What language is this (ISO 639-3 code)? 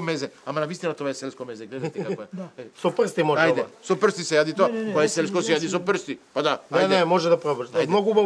mkd